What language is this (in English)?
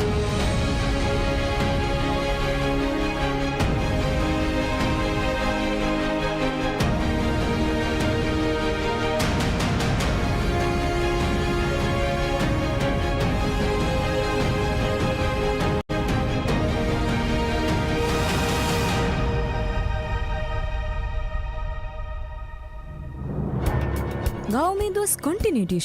Divehi